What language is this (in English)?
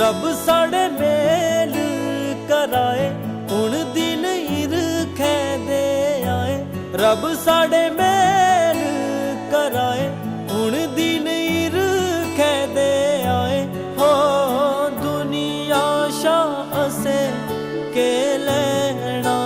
Dogri